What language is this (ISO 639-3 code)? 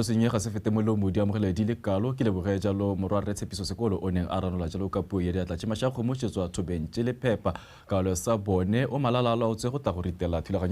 tsn